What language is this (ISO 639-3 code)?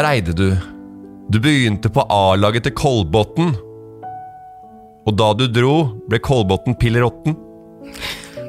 nor